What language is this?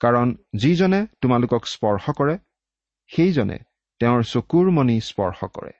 Assamese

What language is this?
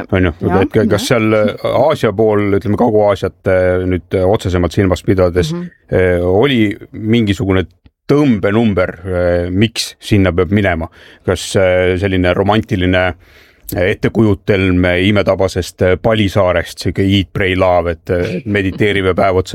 Estonian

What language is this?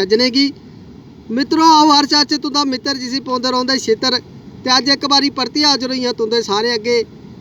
Dogri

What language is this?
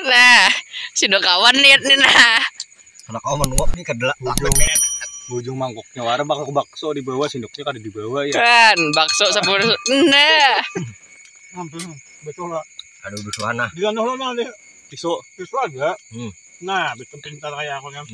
Banjar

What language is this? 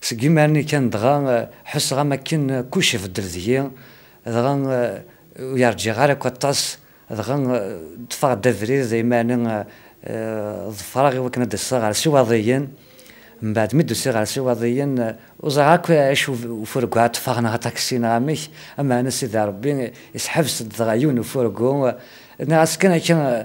Kabyle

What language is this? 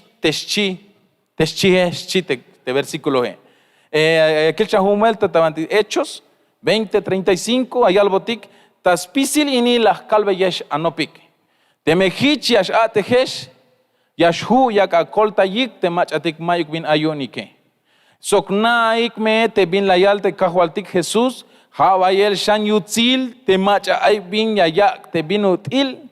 Tzeltal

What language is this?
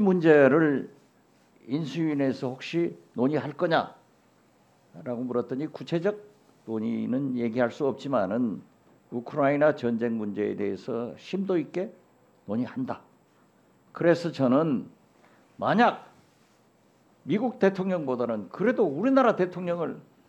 Korean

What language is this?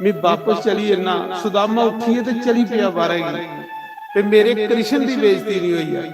Dogri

